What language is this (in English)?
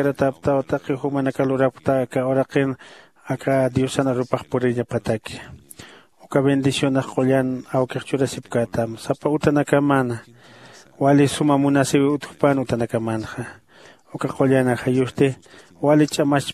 Aymara